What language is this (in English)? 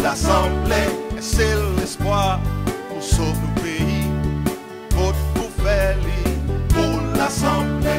Seselwa Creole French